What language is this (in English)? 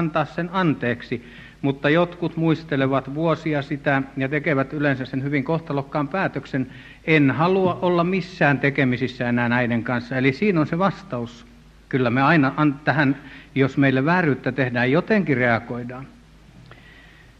Finnish